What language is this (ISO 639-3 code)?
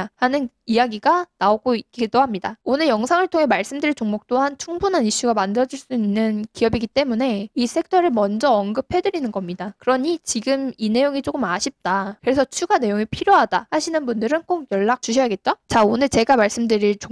kor